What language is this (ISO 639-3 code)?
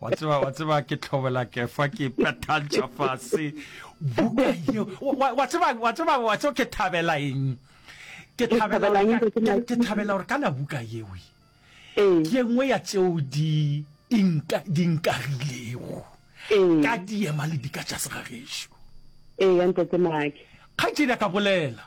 nso